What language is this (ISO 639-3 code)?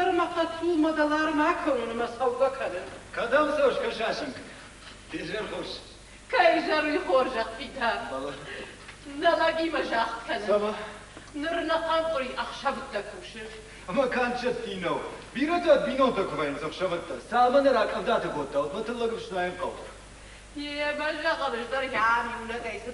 oss